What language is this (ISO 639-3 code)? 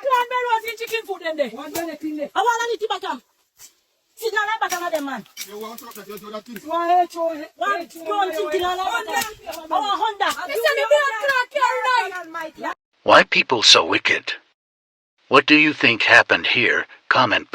jam